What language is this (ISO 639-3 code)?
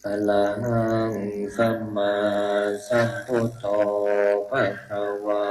pli